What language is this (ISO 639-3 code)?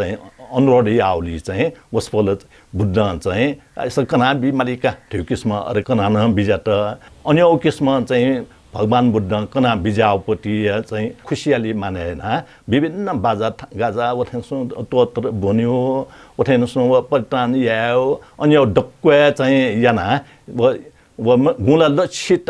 new